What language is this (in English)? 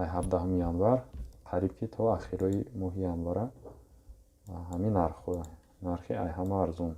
Tajik